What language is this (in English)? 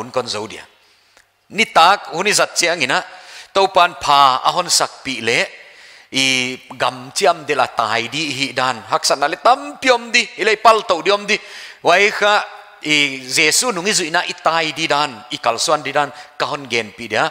Paite Chin